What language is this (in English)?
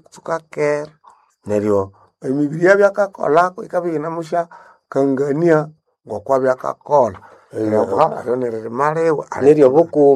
Nande